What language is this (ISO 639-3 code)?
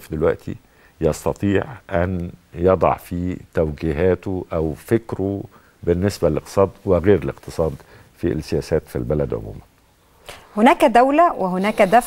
arz